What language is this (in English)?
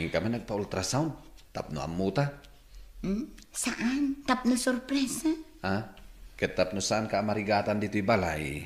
Iloko